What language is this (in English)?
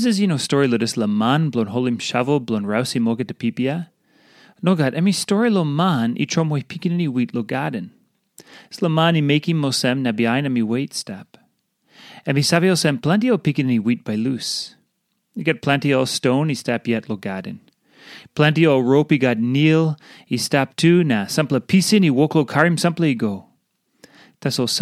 Tok Pisin